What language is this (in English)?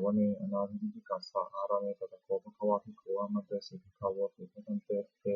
Pali